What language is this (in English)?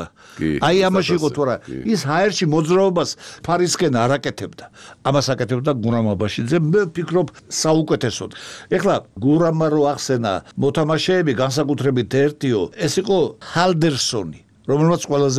Georgian